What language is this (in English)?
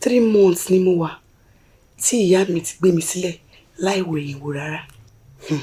Yoruba